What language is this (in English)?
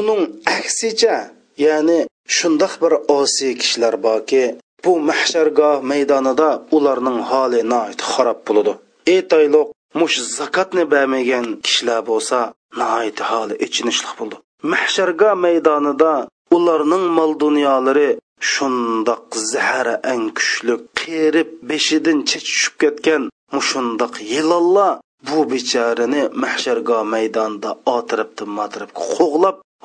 Uyghur